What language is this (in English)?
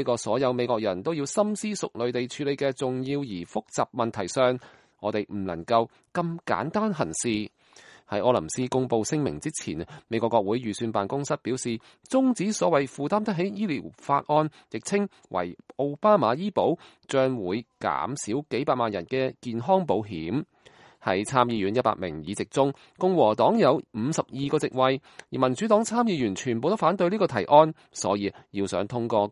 Cantonese